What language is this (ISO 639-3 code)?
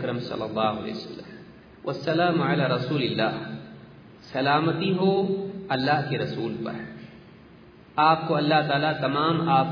urd